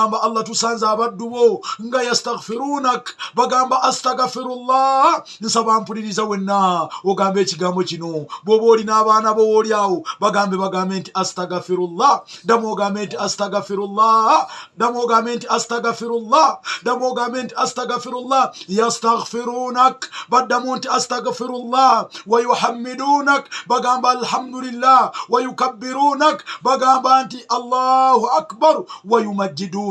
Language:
Ganda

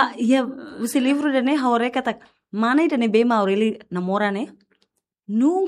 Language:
Tetum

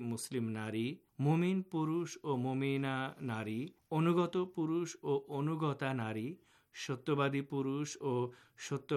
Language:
Bangla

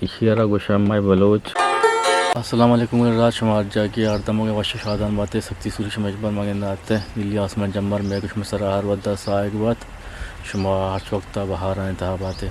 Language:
Eastern Balochi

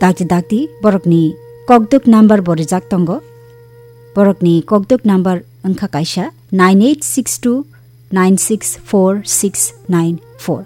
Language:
Kok Borok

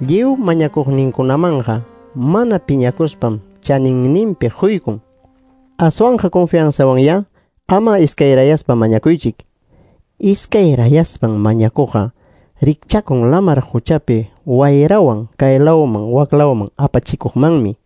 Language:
Ayacucho Quechua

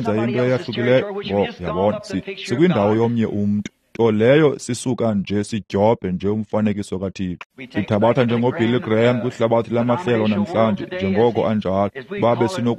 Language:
Xhosa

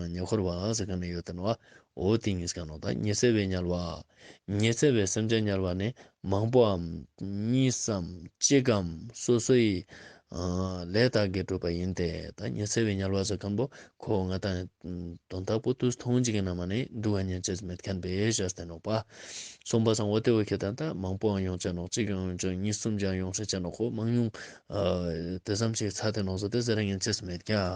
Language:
Ladakhi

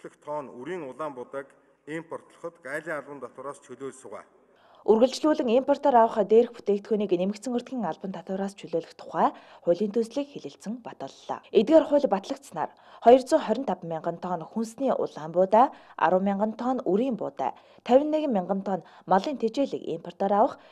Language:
Mongolian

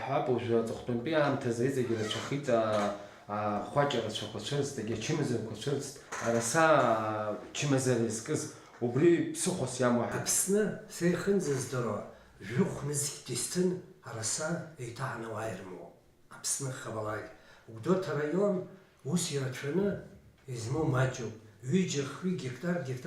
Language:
Abkhazian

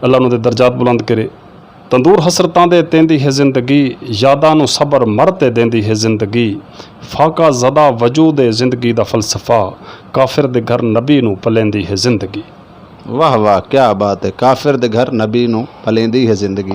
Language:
Saraiki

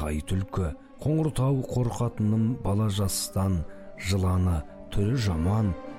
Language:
Kazakh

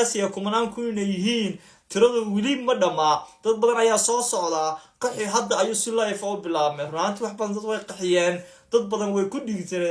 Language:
Somali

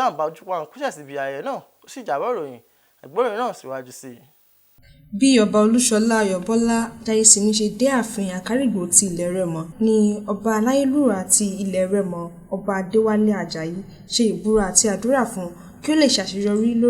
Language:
Yoruba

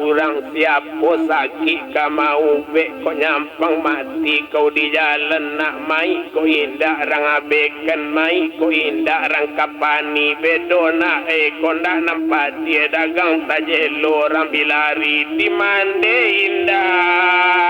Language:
Minangkabau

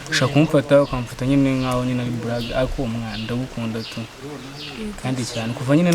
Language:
Kinyarwanda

